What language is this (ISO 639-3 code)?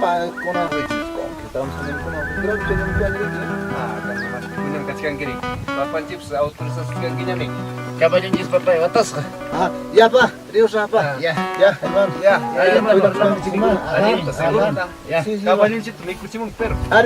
que